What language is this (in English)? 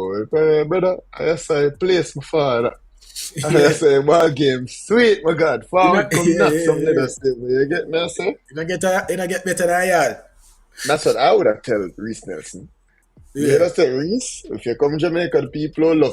Jamaican Creole English